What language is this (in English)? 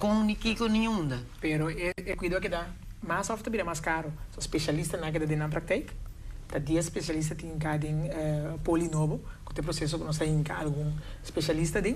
Papiamento